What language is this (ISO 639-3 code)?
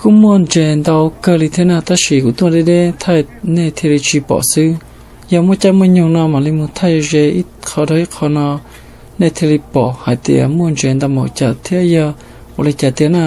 hmn